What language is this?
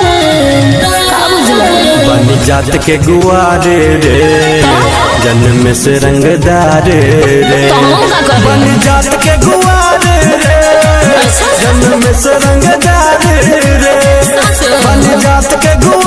Bhojpuri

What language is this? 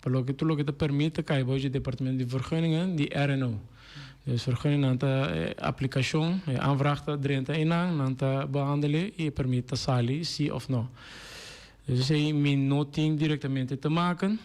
Papiamento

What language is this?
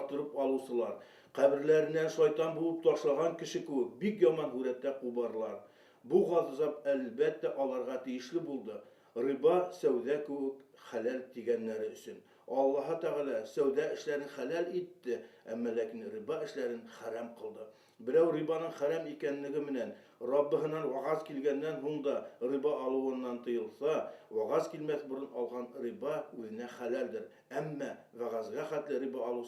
Bashkir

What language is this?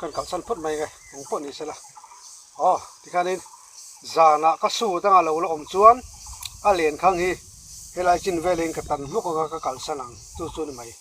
Mizo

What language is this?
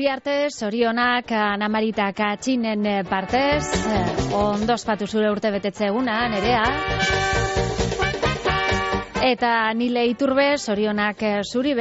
Basque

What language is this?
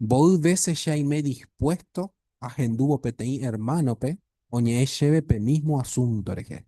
Guarani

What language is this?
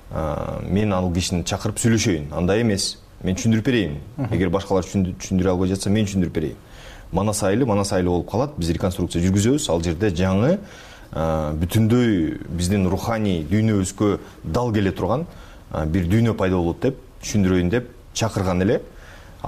Kyrgyz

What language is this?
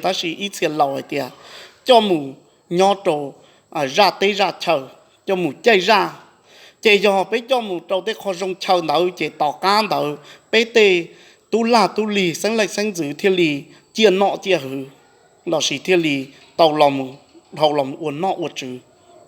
Hmong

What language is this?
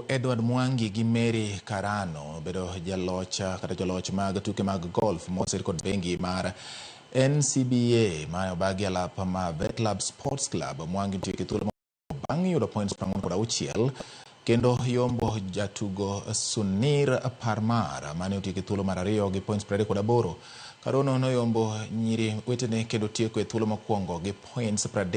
Luo (Kenya and Tanzania)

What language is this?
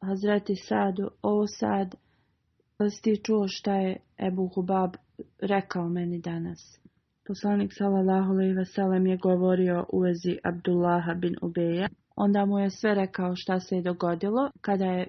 Bosnian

